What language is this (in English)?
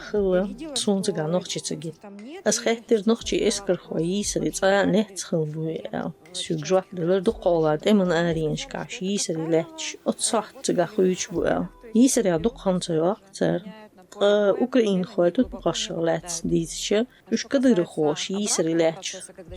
Chechen